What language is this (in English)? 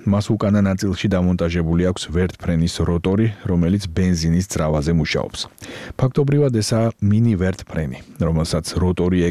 Georgian